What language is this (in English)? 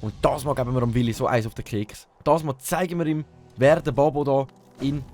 Swiss German